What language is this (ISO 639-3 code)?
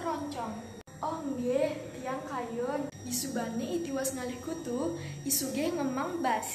ban